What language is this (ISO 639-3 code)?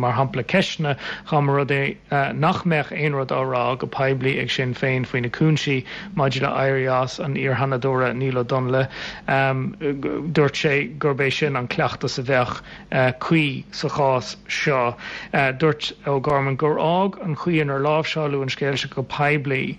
gle